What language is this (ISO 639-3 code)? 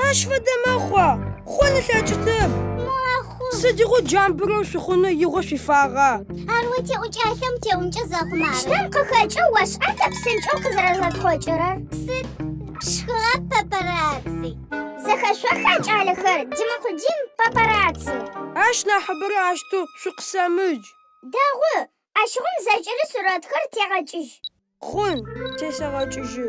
ady